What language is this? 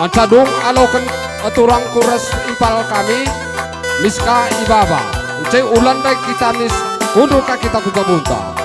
Batak Karo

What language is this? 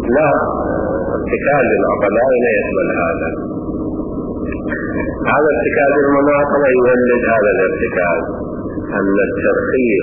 Arabic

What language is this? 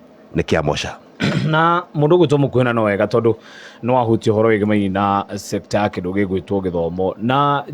Kikuyu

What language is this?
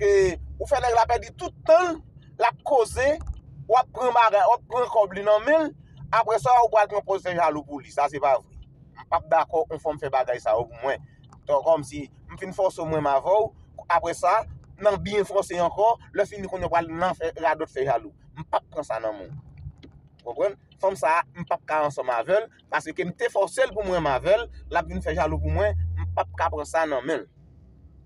Haitian Creole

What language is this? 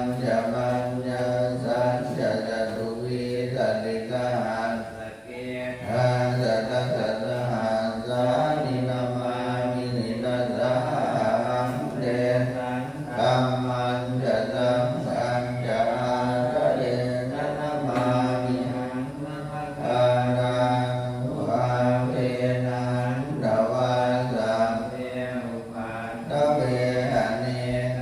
Pali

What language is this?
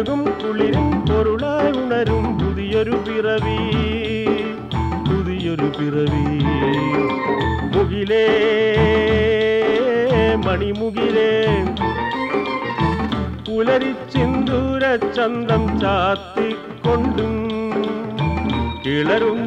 Malayalam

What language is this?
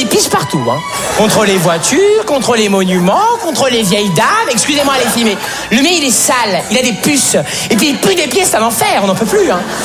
French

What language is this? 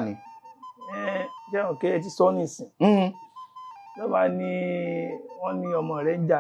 Yoruba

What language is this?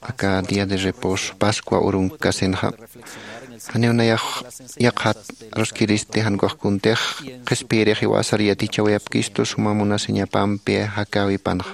Aymara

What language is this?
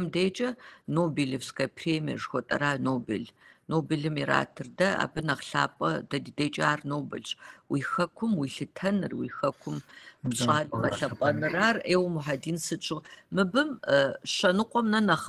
Kabardian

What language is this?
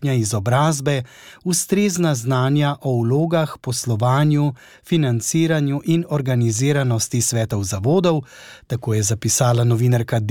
Slovenian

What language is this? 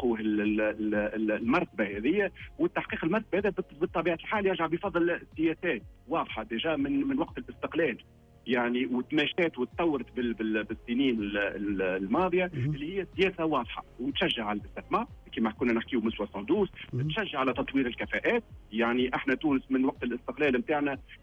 Tunisian Arabic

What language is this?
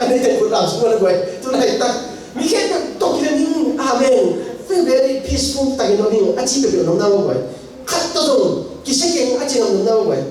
Tedim Chin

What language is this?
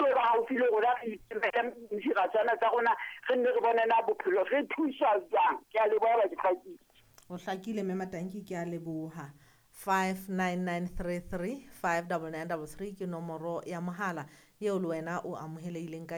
Southern Sotho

